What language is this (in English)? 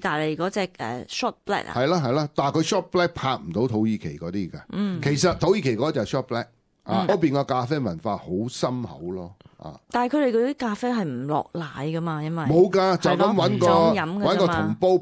Cantonese